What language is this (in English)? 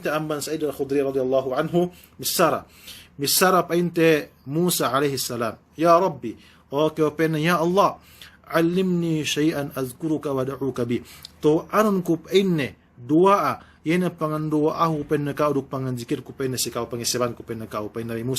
Yakan